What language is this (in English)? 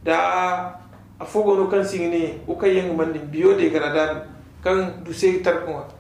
Zarma